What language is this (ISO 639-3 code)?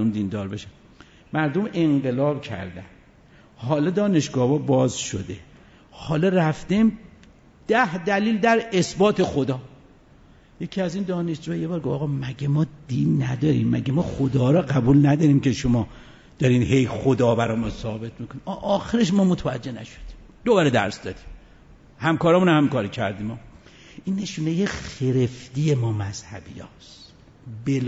fas